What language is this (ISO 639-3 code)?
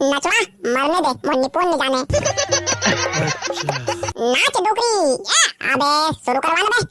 hne